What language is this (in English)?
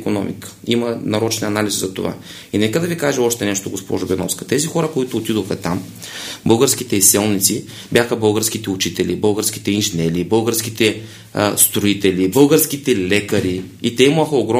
Bulgarian